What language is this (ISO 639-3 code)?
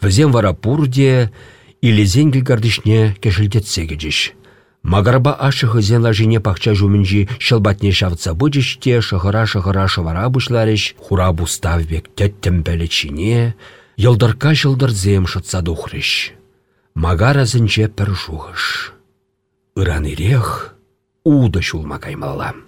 chv